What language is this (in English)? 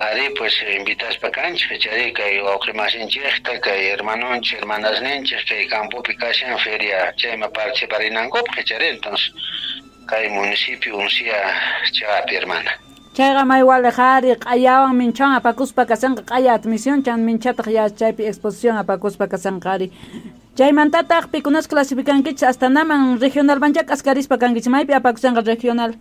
South Bolivian Quechua